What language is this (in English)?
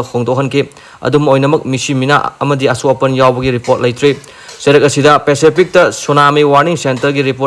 Manipuri